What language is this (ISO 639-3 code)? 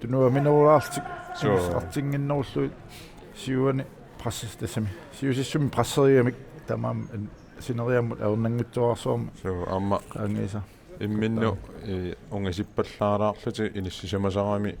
kal